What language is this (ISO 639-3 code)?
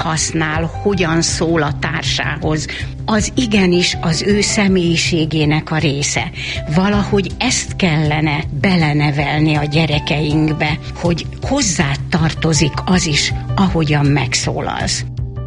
hun